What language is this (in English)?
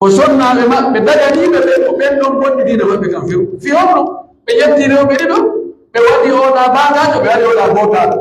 Pular